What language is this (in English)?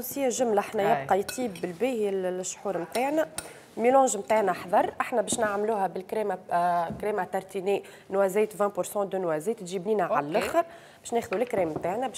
Tunisian Arabic